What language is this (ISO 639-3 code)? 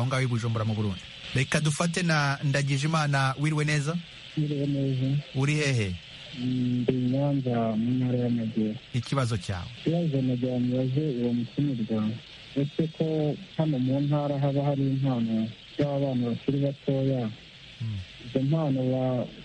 kin